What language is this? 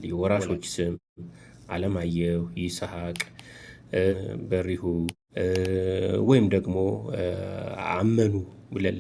Amharic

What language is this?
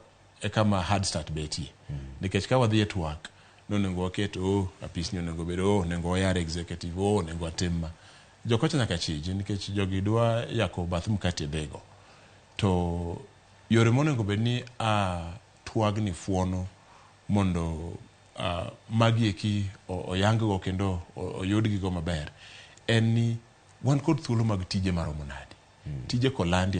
Luo (Kenya and Tanzania)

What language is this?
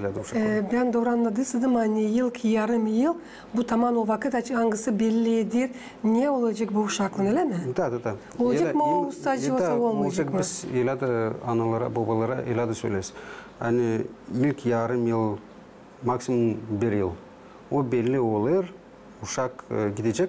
Gagauz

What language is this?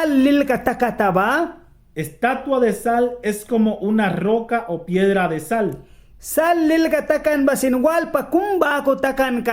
Mískito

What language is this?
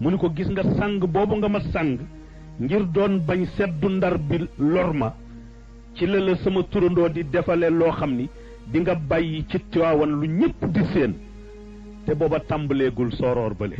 Wolof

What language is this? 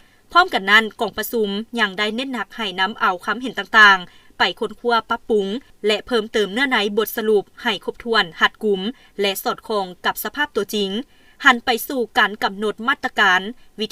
Lao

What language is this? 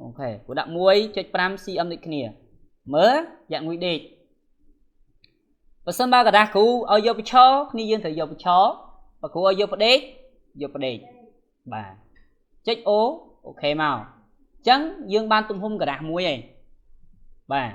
Khmer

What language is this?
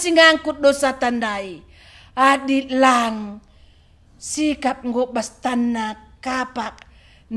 Batak Karo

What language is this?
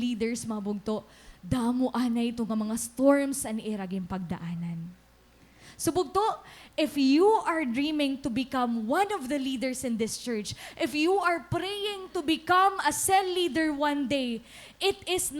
Waray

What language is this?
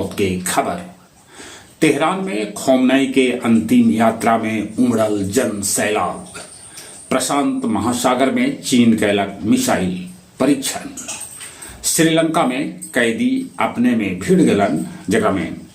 Magahi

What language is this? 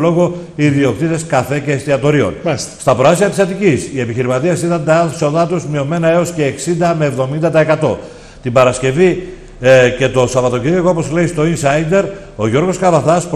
Greek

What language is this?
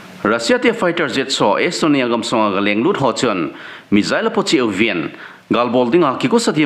Thado Chin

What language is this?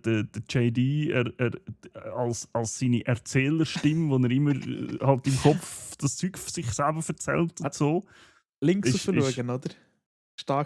Swiss German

